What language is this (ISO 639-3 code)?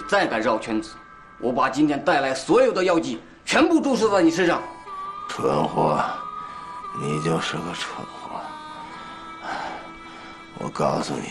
zho